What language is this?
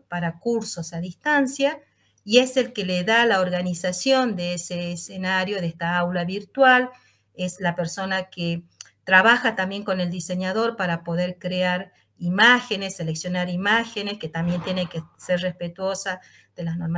Spanish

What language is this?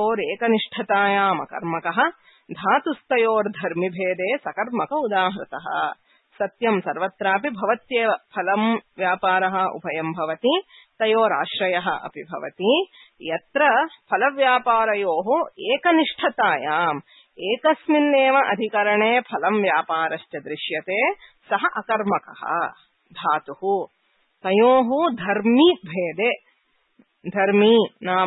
Sanskrit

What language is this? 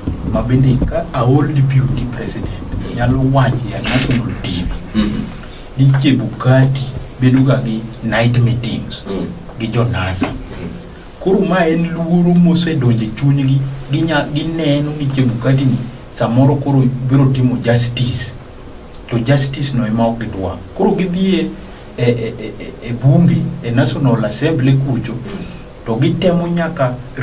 Luo (Kenya and Tanzania)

